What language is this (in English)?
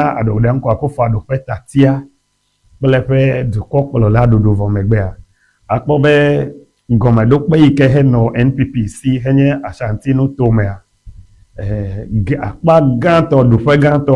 Ewe